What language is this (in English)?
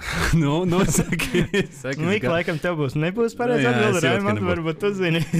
Latvian